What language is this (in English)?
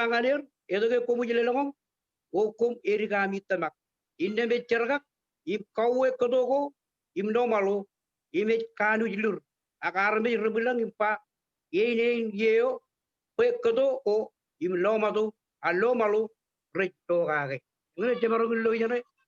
Marshallese